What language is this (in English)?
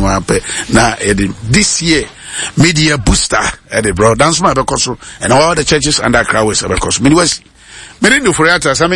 Akan